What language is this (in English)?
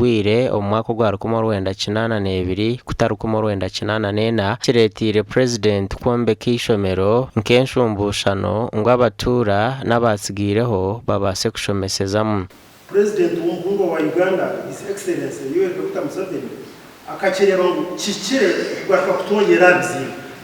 Nyankole